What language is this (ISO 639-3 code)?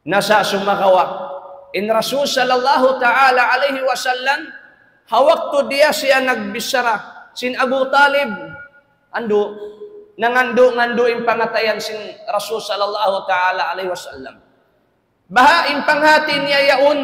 tsg